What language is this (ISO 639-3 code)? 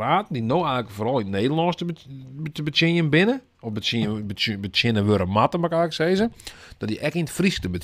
fry